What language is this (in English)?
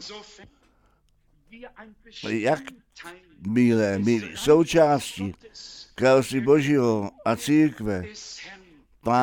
Czech